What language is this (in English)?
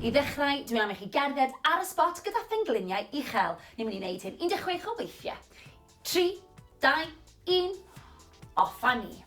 Welsh